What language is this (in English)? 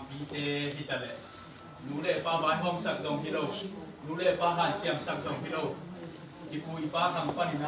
Tedim Chin